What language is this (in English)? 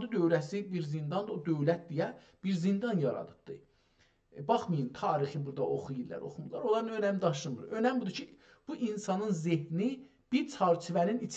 South Azerbaijani